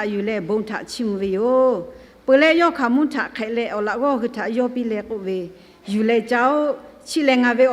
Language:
Lahu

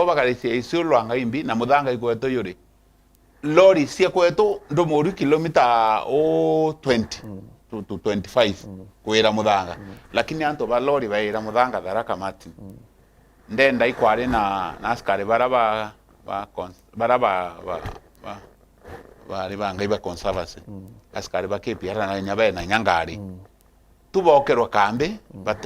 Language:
Meru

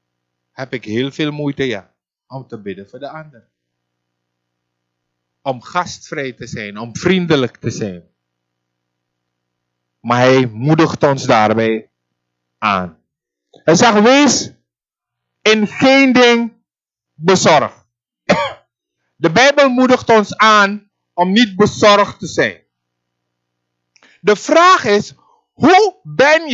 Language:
Dutch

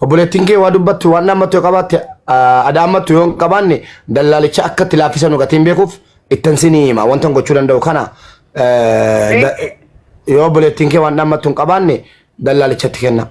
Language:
Oromo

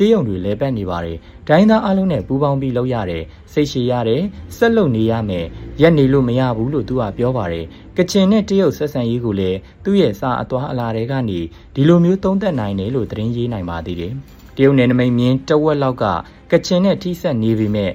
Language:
Burmese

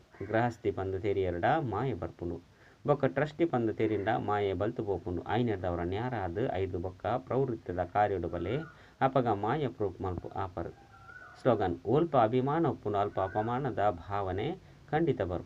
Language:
Tulu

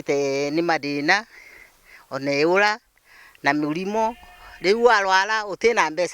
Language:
Meru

